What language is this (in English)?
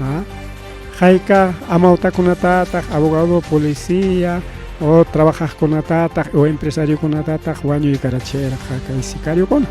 Ayacucho Quechua